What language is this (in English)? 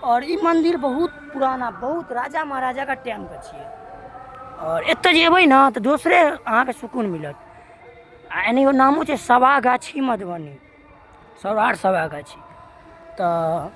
Maithili